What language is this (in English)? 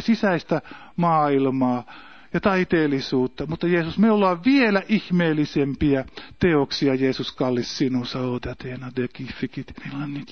Finnish